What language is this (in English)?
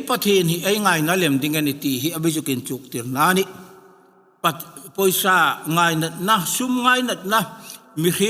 Hmar